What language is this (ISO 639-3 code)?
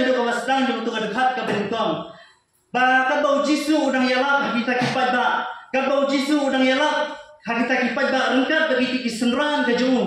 kha